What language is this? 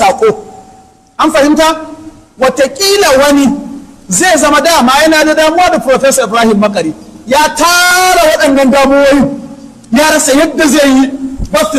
Hausa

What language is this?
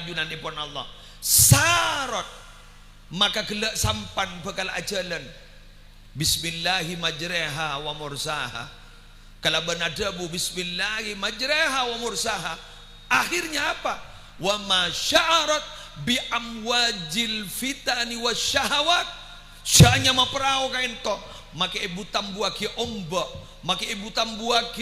Madurese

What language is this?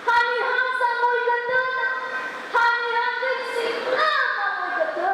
Nias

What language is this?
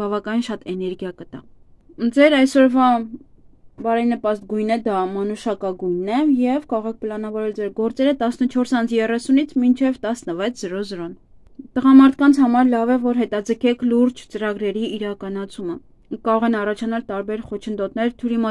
Armenian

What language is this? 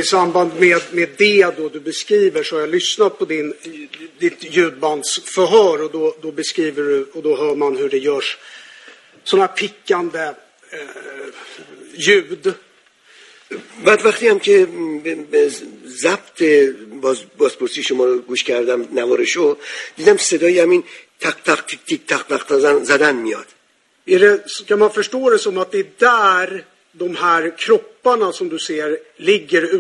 Swedish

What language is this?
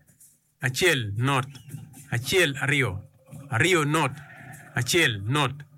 Acoli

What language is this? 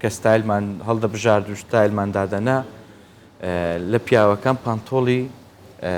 Central Kurdish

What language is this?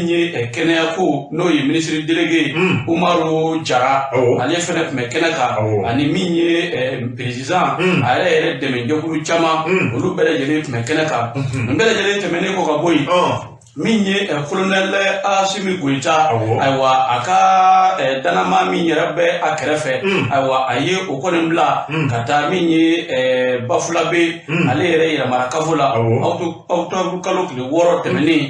Bambara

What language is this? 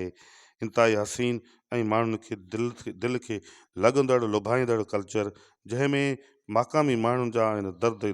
Sindhi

